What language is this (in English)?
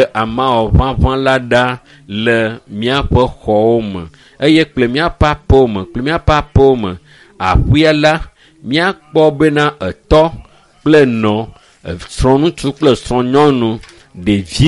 Ewe